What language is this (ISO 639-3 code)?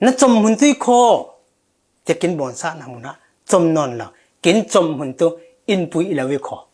cfm